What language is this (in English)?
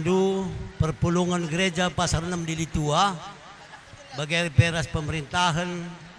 Batak Karo